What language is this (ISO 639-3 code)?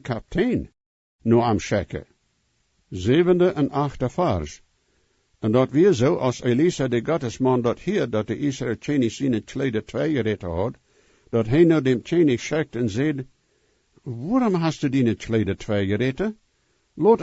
pdt